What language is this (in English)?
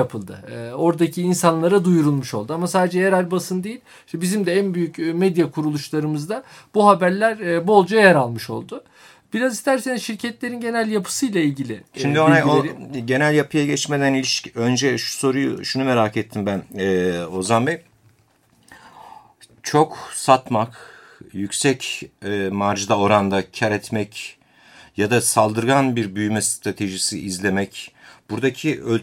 Turkish